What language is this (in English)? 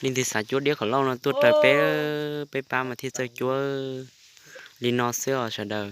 Hmong